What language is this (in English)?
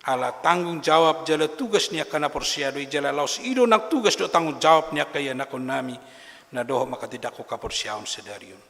Batak Toba